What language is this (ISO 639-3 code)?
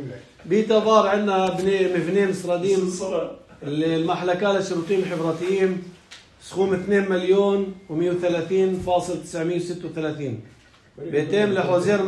apc